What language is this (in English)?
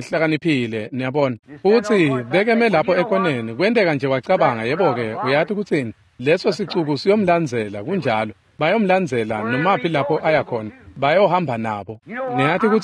Swati